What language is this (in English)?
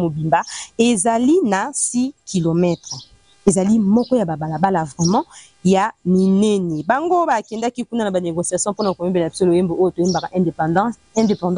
Lingala